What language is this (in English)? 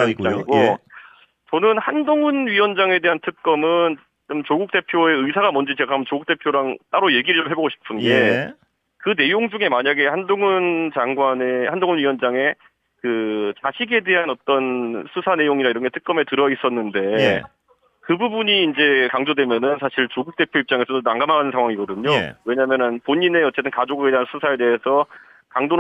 Korean